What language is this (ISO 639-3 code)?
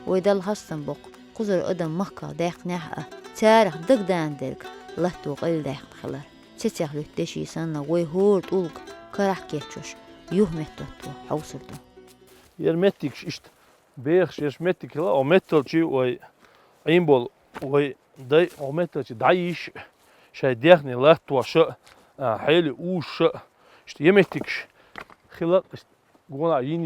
che